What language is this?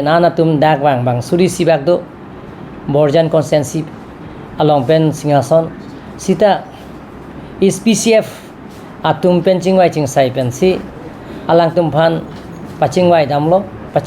Karbi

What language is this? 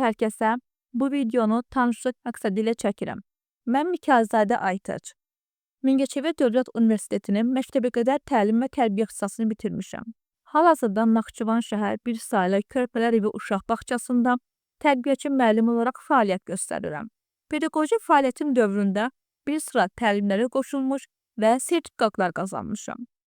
Azerbaijani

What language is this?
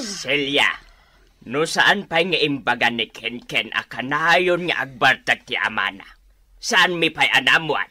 Iloko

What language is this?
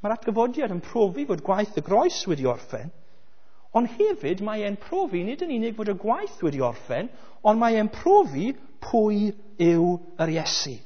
Welsh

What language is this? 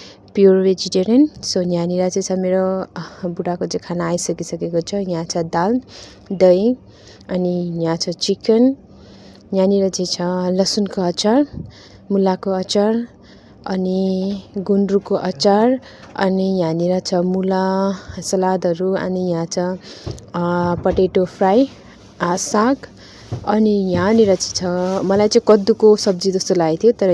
Nepali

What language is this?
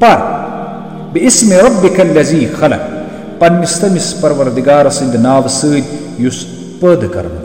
Kashmiri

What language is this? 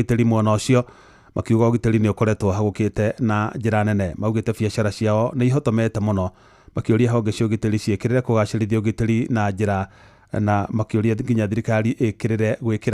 Kikuyu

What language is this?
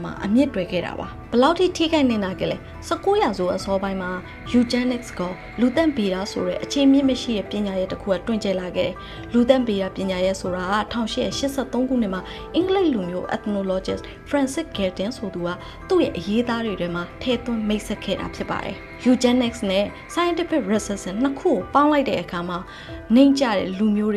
Burmese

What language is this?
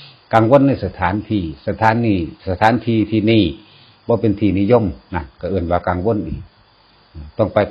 Northeastern Thai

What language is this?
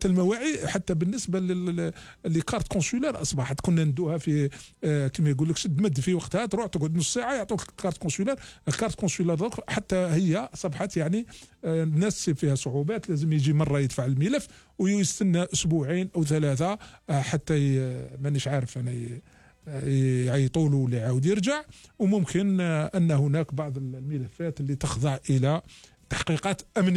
Algerian Arabic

